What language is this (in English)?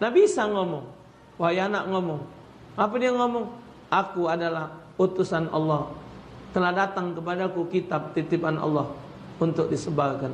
Musi